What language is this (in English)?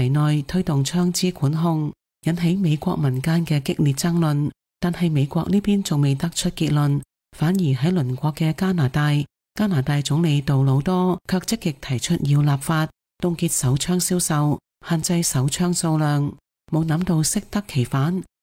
Cantonese